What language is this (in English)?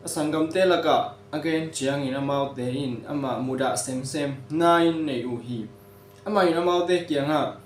Tedim Chin